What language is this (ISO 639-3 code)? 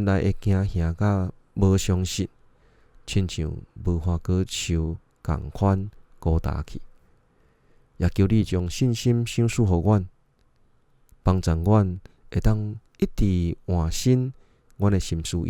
nan